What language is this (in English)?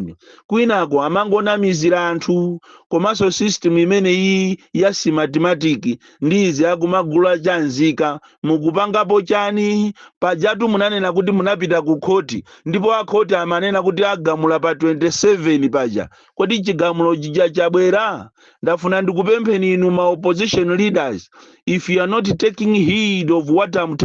Nyanja